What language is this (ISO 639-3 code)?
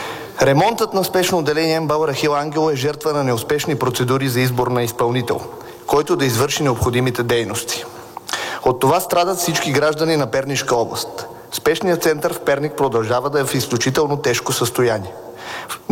bul